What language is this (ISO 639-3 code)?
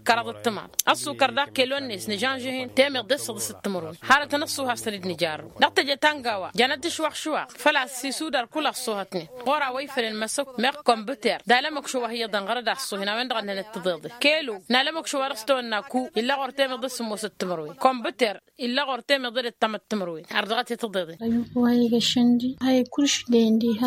taq